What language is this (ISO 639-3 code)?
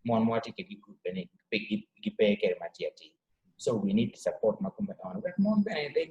ach